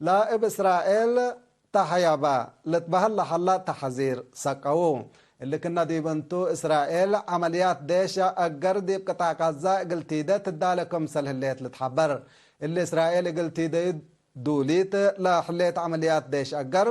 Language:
Tigre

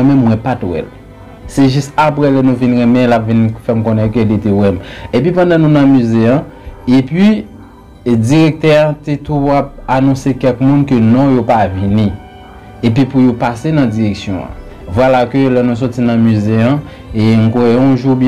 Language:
Haitian Creole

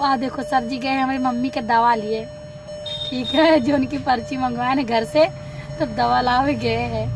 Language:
Awadhi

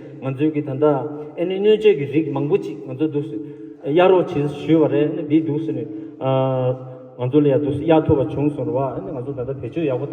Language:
Tibetan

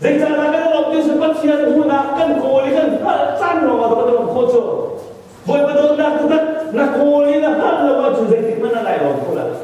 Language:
Hakha Chin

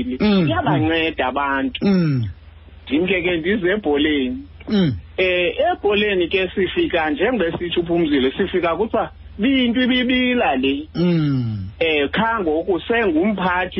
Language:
Xhosa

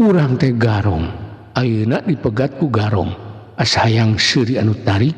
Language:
Sundanese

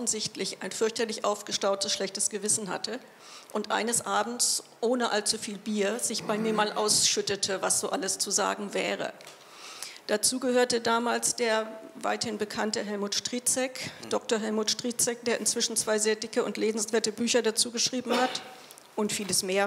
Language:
German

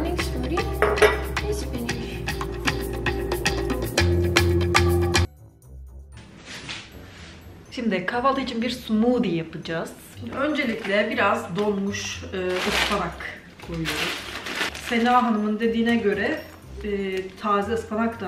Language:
Turkish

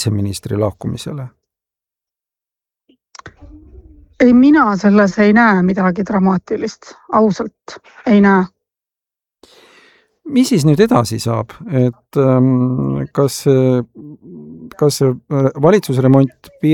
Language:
Estonian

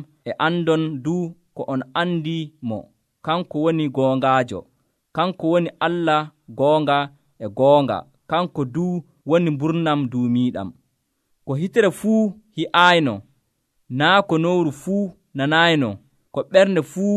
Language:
Nigerian Fulfulde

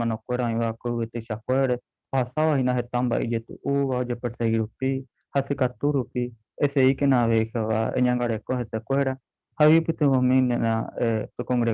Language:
Guarani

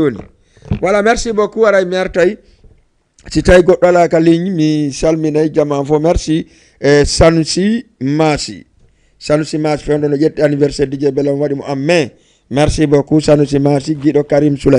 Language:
Fula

